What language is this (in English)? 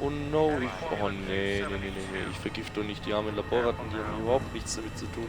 Bavarian